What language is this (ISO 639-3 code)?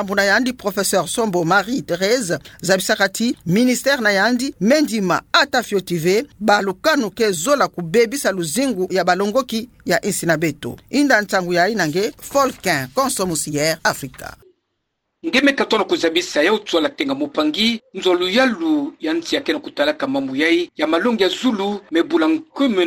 ktu